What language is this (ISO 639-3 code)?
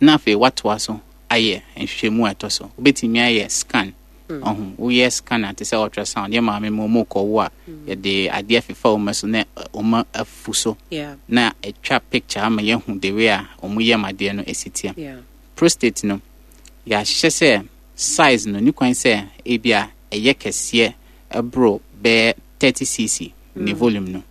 aka